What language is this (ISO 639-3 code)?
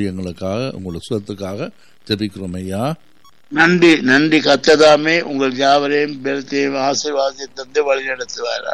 tam